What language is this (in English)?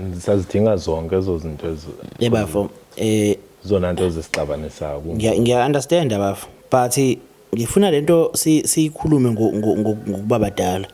Zulu